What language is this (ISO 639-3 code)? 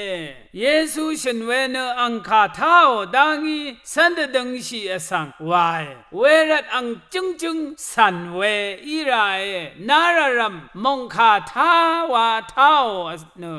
raw